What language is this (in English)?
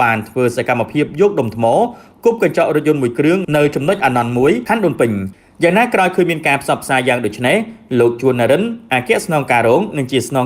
Khmer